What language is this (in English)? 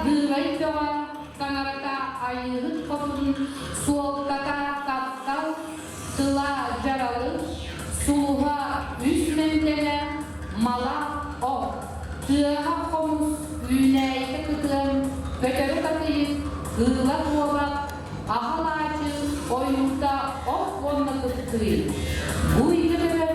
Yakut